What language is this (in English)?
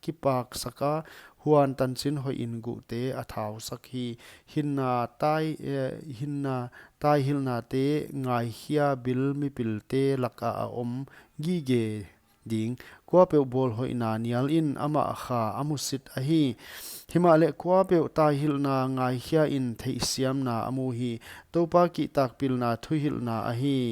Paite Chin